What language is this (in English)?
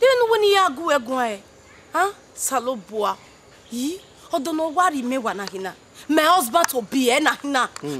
Bini